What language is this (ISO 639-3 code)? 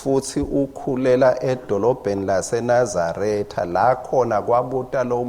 ssw